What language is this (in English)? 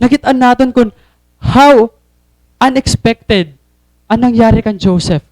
Waray